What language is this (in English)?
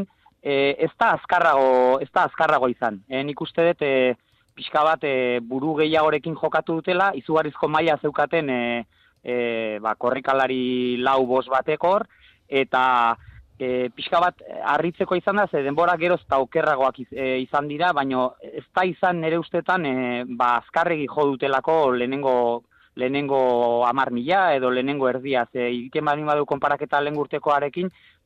Basque